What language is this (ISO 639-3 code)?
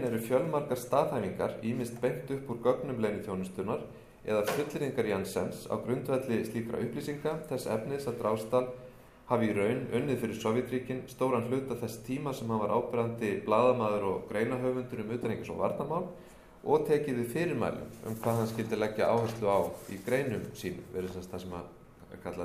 isl